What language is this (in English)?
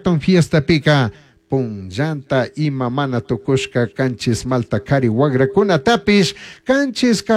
Chimborazo Highland Quichua